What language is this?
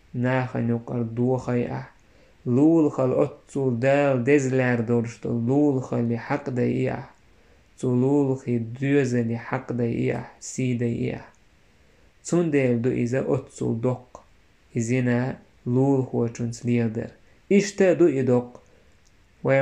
Chechen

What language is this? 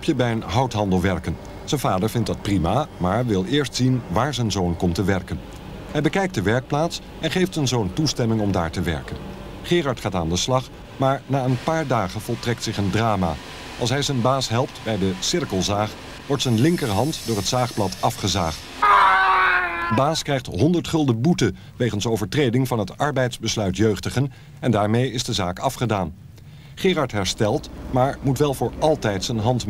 Dutch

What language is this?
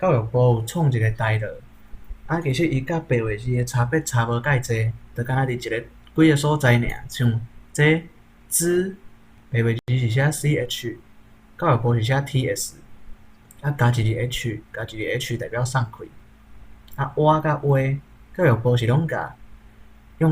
Min Nan Chinese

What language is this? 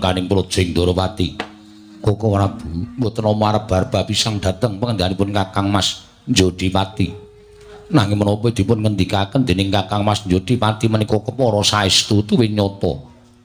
Javanese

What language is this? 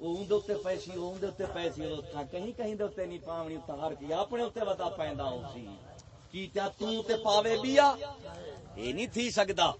Saraiki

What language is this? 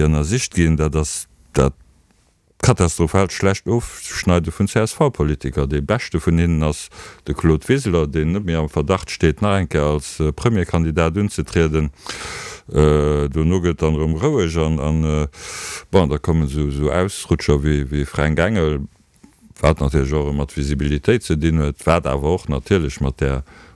Luxembourgish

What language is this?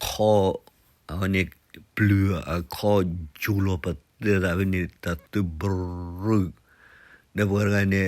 S'gaw Karen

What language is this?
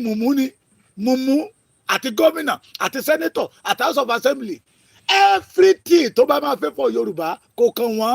Yoruba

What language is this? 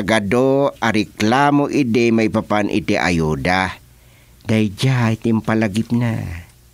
Iloko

